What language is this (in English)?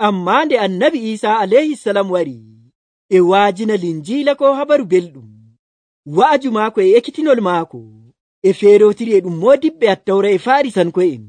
Nigerian Fulfulde